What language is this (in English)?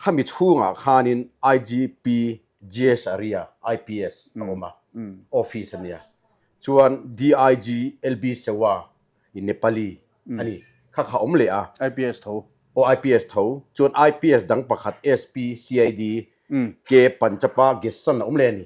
Mizo